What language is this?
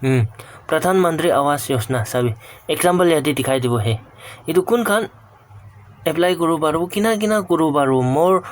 Naga Pidgin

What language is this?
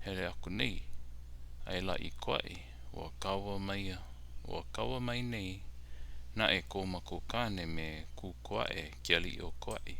Hawaiian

